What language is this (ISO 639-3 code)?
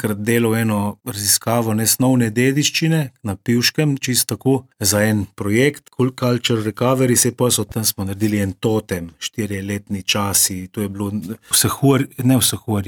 slv